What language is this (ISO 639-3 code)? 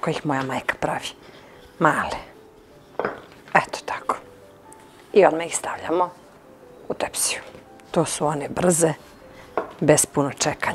srp